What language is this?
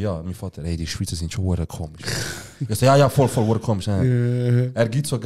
Swiss German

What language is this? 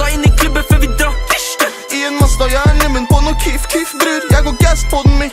Norwegian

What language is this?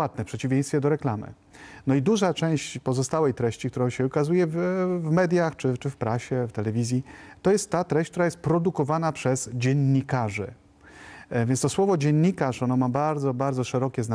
Polish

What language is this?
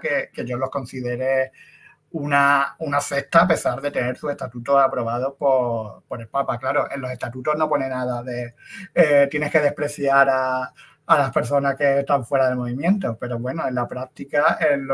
Spanish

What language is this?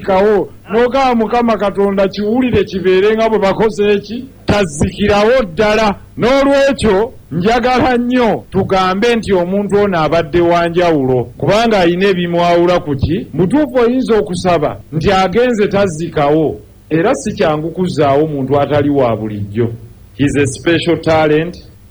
Ganda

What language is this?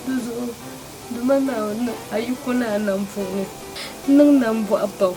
Dagbani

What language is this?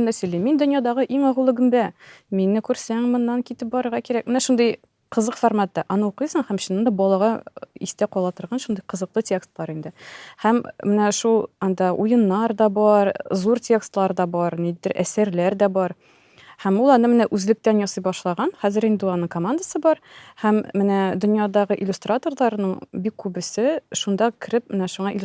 Tatar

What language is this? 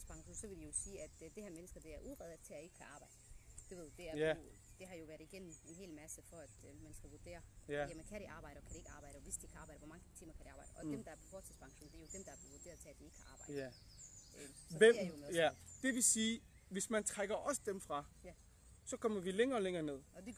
Danish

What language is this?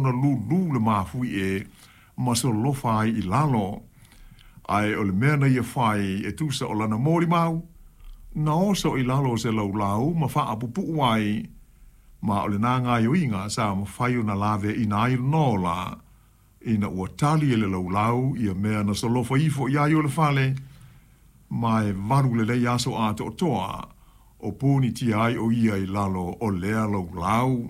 Samoan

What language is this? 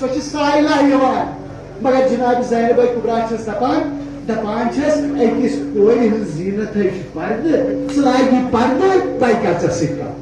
Kashmiri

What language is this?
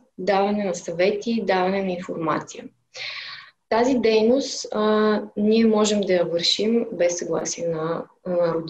Bulgarian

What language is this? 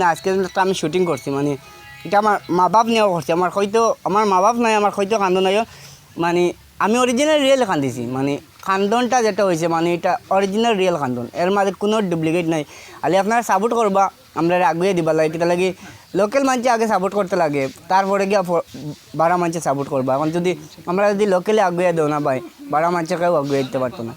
Sylheti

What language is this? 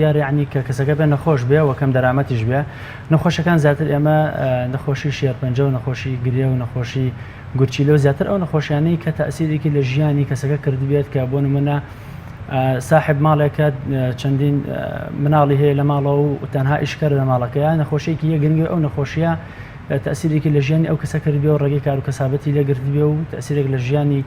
Central Kurdish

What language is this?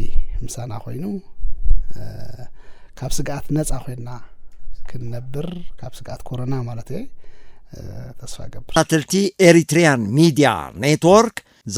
Tigrinya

